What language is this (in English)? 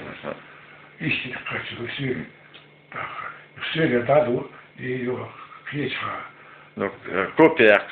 Chechen